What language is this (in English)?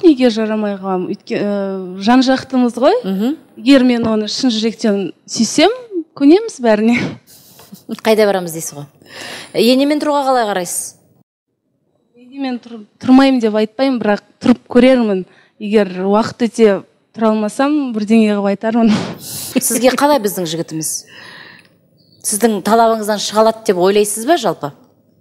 Kazakh